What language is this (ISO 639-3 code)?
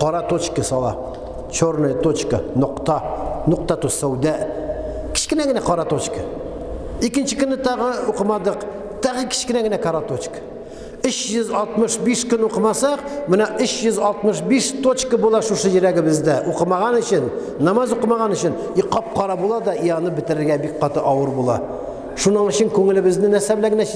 tat